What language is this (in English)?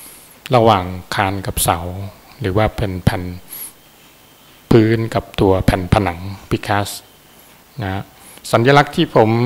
Thai